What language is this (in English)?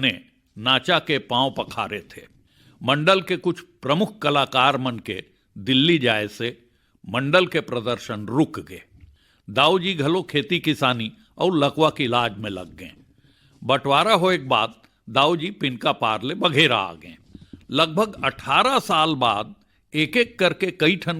Chhattisgarhi